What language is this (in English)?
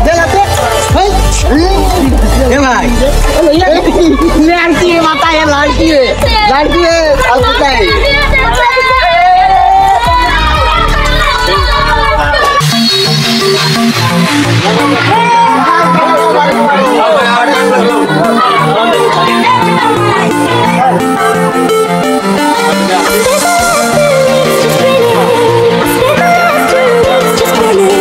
Bangla